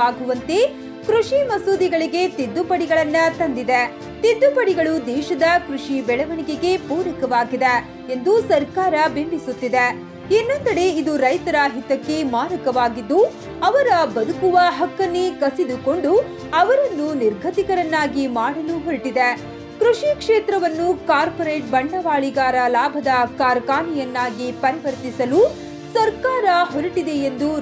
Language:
Kannada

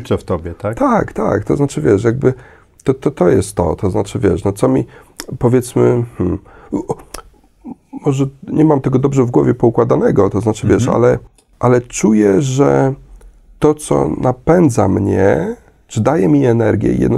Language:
Polish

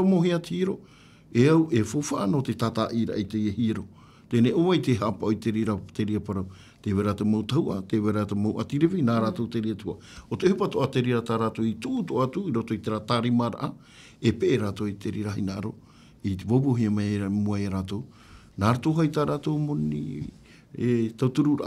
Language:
Tahitian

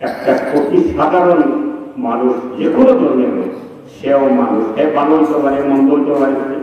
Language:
Sylheti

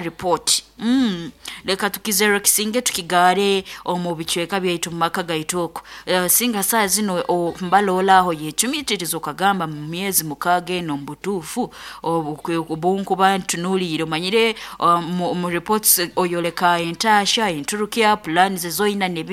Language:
Nyoro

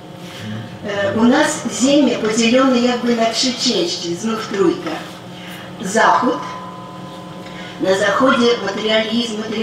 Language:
Polish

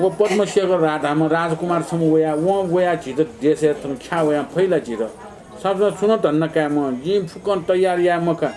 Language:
Newari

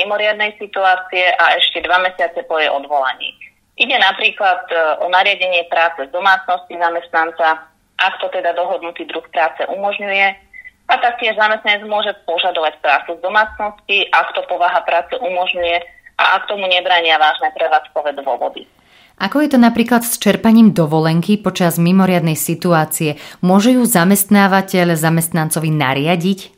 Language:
Slovak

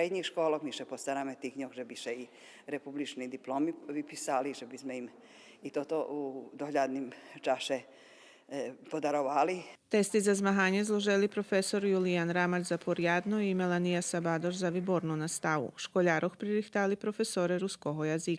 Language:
Rusyn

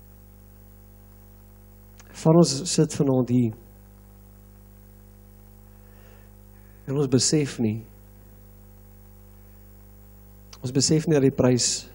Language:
Afrikaans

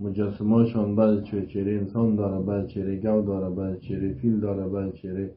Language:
Persian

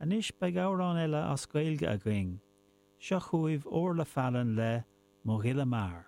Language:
Irish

